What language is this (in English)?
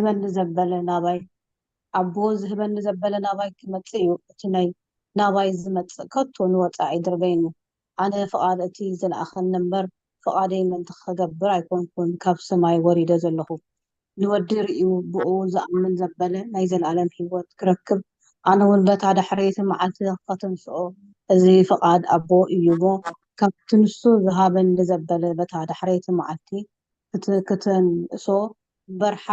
Tigrinya